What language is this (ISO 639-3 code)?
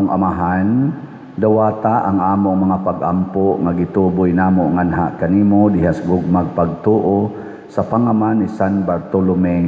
ceb